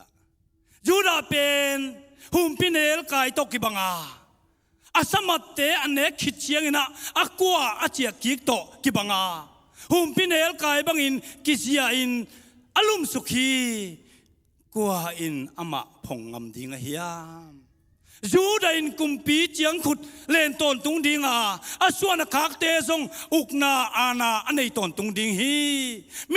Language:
Tedim Chin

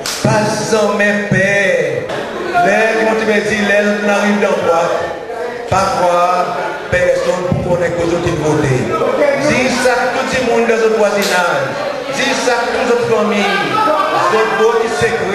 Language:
Seselwa Creole French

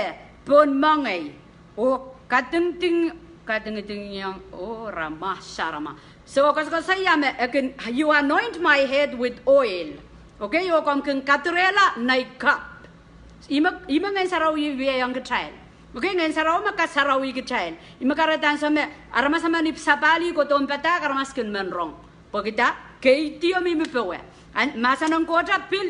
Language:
Pohnpeian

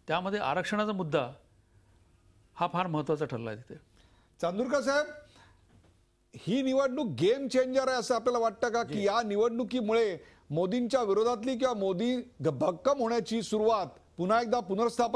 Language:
Marathi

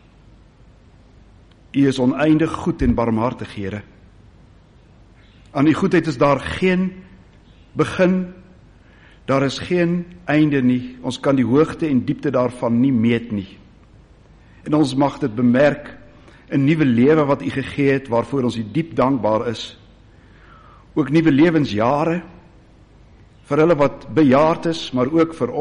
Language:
Afrikaans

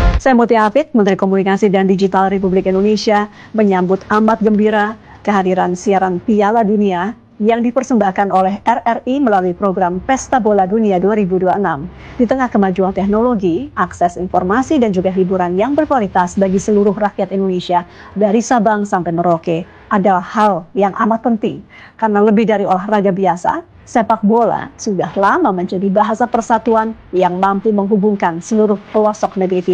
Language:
Indonesian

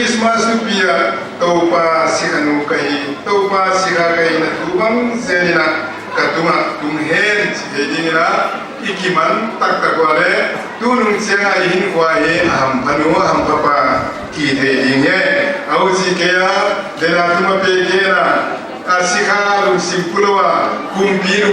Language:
Paite Chin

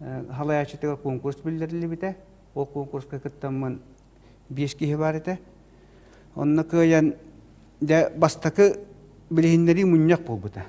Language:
Yakut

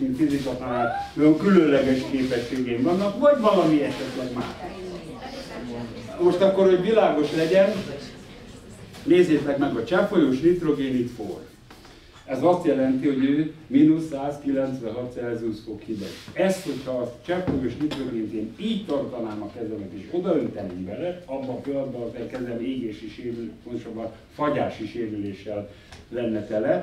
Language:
Hungarian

